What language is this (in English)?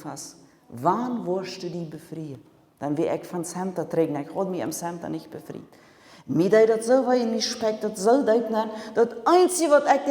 Plautdietsch